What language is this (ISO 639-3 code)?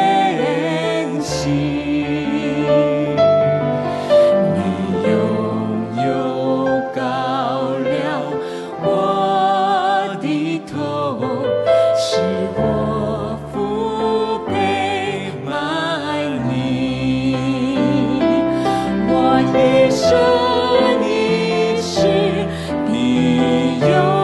zho